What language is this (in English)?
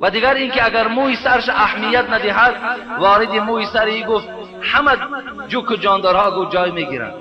Tajik